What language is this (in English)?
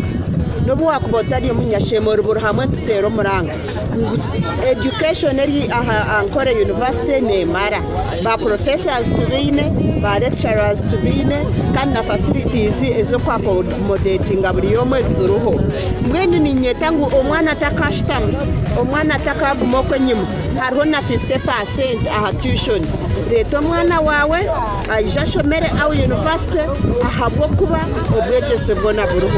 Nyankole